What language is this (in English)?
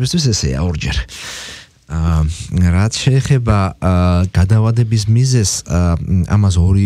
Georgian